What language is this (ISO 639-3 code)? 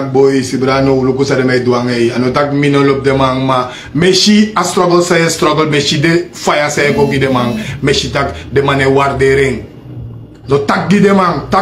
srn